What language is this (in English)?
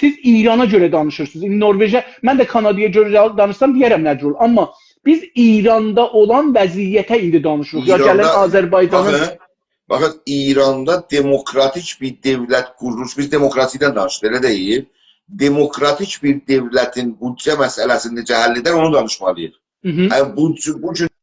South Azerbaijani